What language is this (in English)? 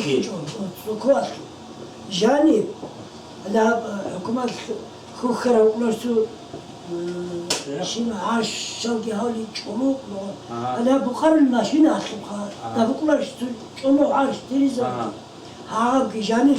Avaric